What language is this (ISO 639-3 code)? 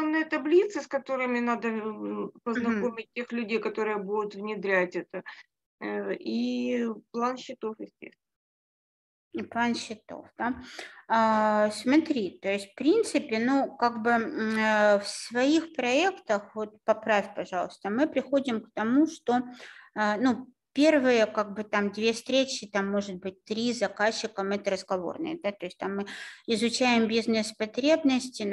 rus